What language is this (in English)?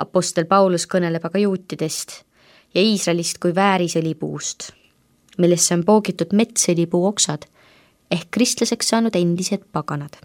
Estonian